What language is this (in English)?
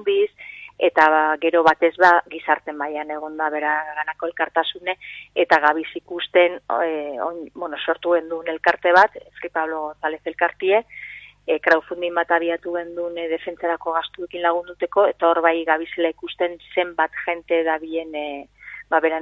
Basque